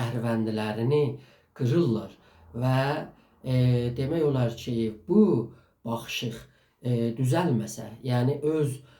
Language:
South Azerbaijani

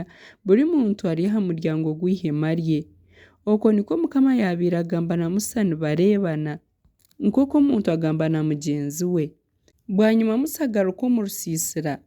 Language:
Nyankole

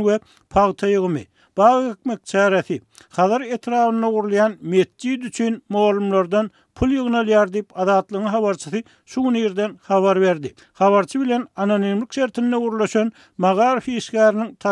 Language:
Turkmen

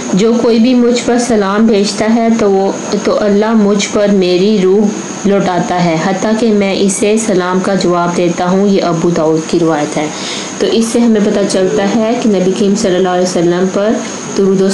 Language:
Urdu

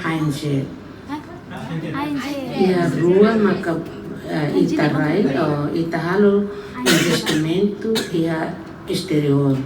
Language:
Tetum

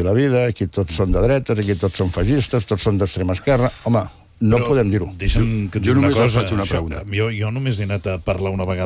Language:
Catalan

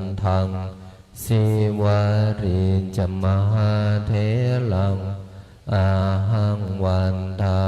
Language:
Pali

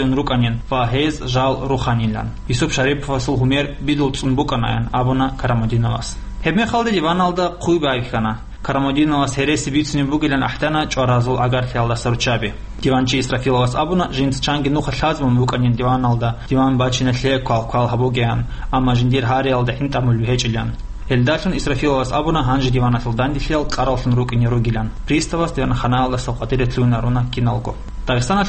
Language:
Avaric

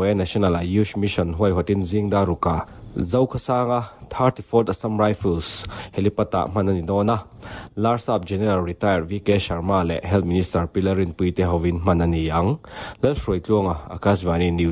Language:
Mizo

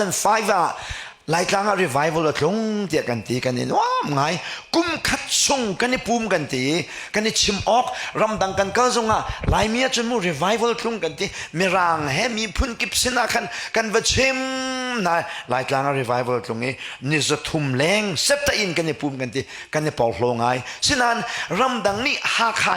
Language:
Hakha Chin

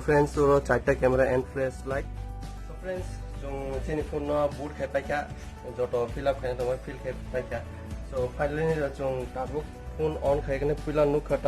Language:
Kok Borok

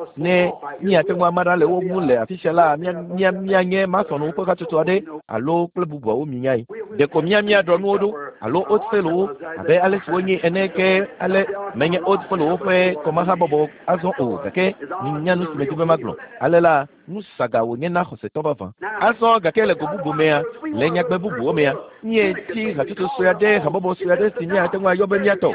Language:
Ewe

